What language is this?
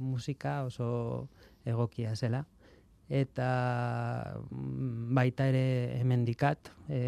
Basque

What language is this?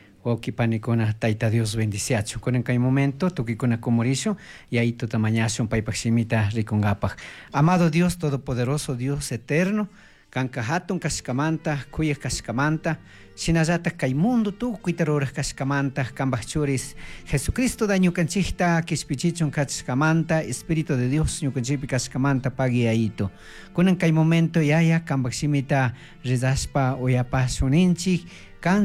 Chimborazo Highland Quichua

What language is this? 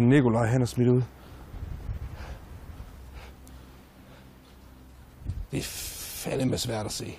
Danish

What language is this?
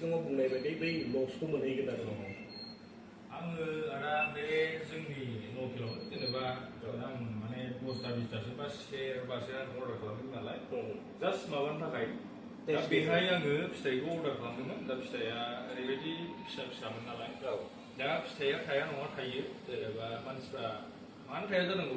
Bodo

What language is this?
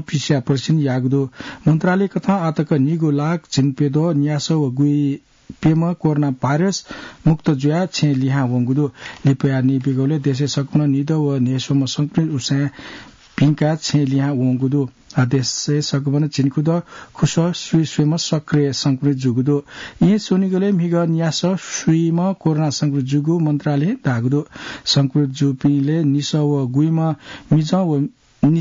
Newari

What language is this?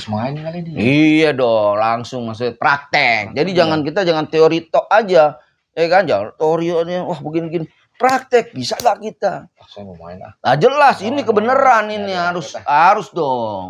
Betawi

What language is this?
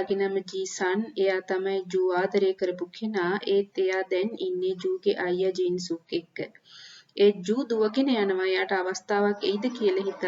Sinhala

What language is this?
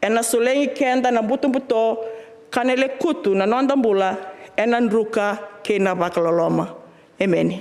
Fijian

